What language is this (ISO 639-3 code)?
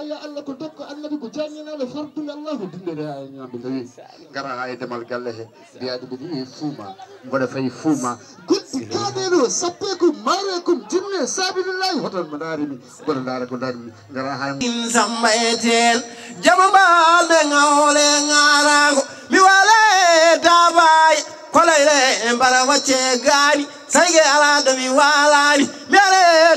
ful